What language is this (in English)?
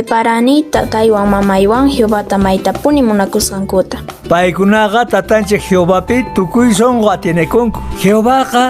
Quechua